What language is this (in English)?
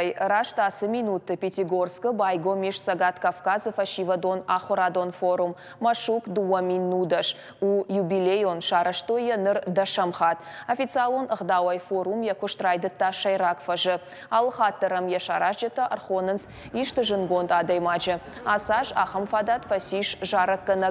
Ossetic